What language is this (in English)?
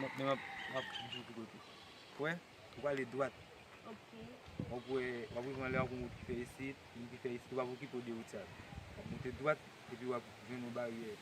Haitian Creole